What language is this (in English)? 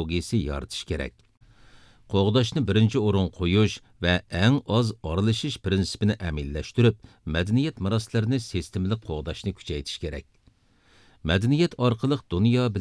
Uyghur